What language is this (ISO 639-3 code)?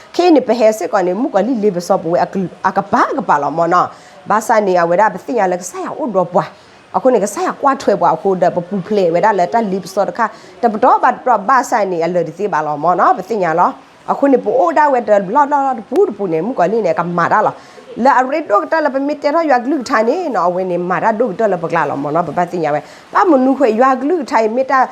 ksw